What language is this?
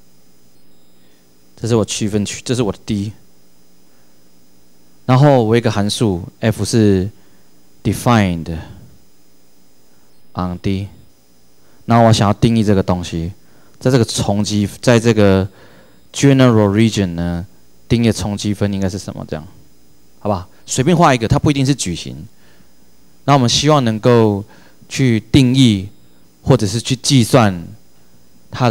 Chinese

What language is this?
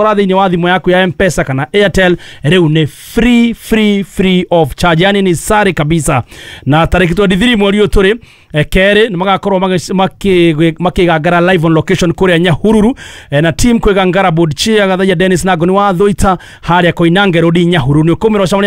Kikuyu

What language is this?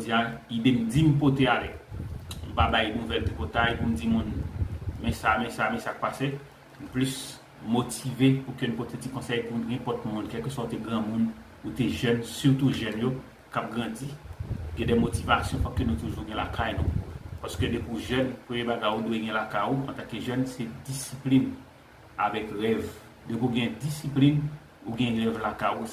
Haitian Creole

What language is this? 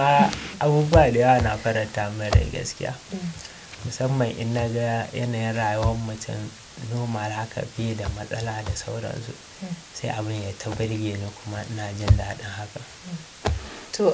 Hausa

